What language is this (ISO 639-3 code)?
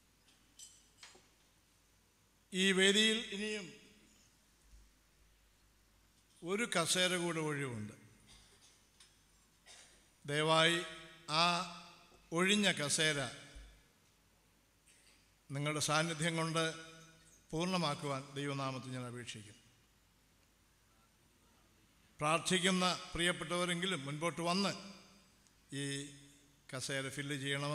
mal